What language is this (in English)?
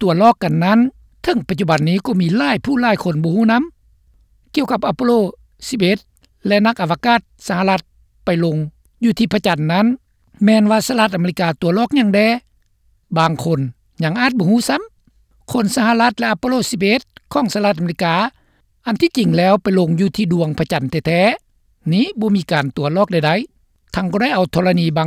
Lao